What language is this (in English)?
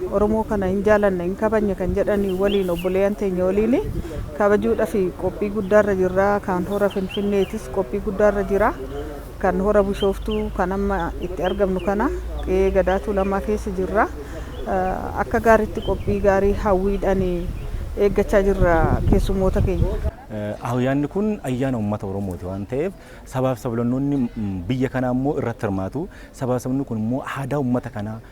Oromo